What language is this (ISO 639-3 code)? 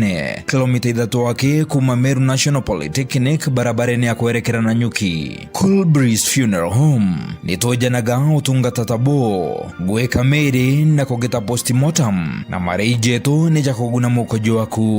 mer